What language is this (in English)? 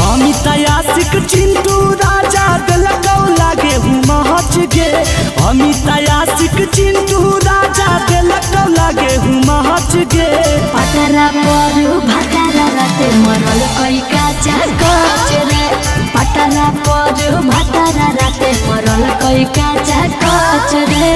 Magahi